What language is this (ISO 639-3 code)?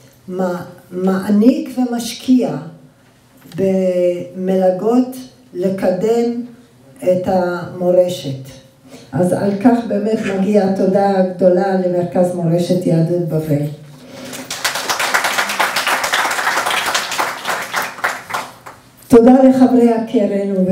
heb